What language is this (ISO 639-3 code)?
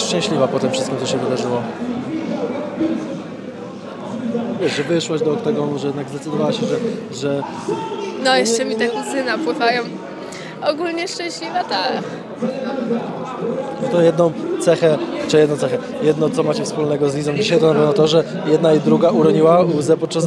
pol